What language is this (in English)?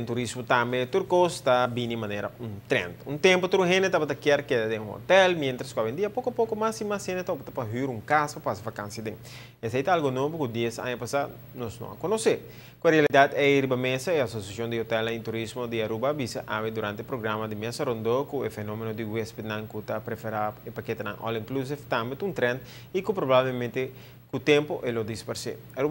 Papiamento